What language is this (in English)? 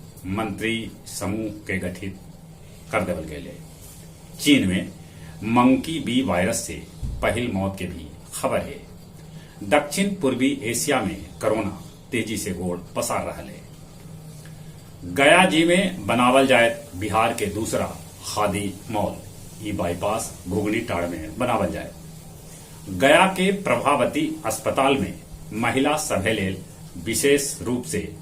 Magahi